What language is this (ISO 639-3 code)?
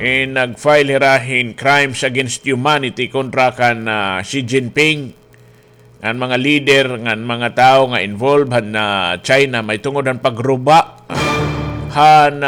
war